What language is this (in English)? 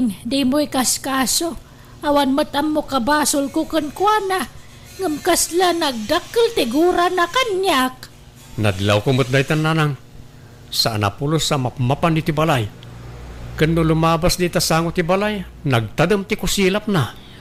Iloko